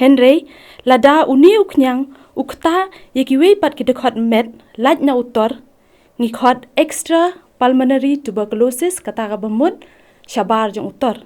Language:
Khasi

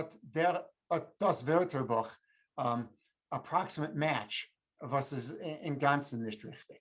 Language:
Yiddish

